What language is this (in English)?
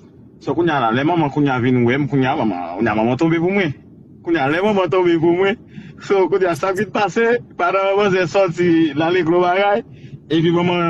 Haitian Creole